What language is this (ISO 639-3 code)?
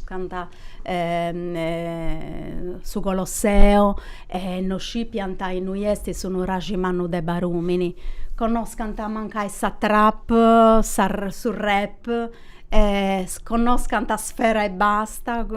srd